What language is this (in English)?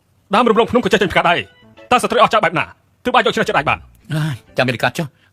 Khmer